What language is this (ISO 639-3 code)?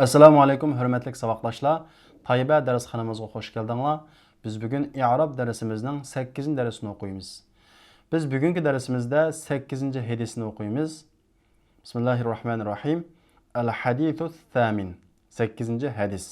uig